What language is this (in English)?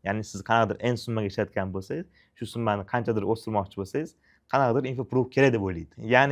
Uzbek